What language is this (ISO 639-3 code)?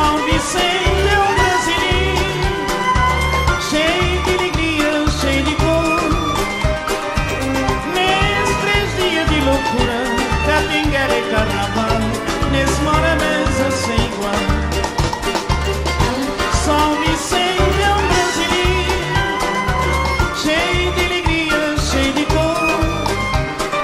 por